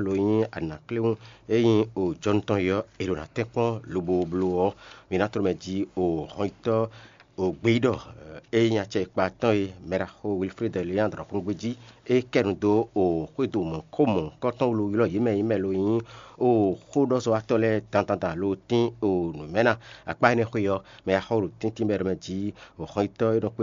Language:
Fon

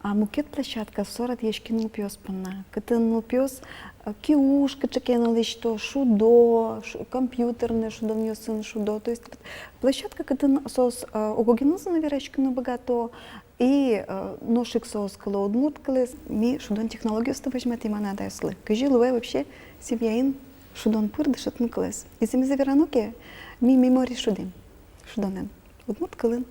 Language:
Udmurt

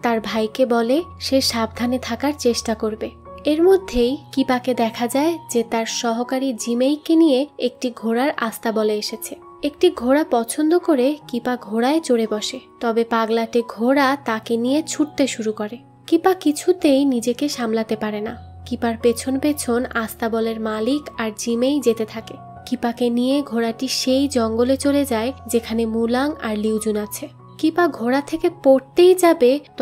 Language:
Bangla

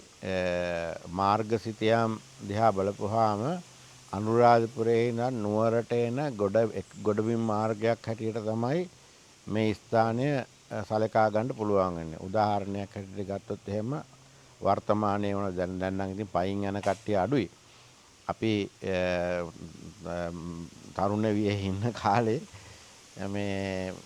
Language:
Sinhala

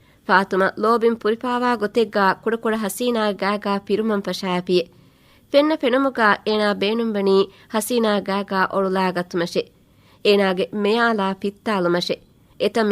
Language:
Divehi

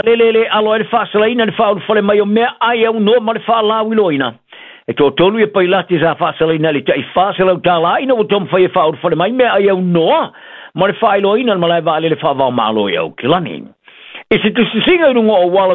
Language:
Samoan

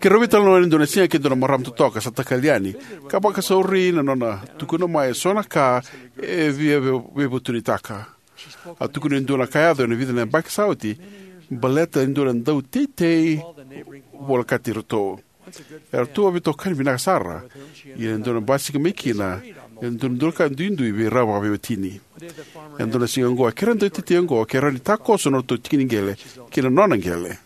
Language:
Fijian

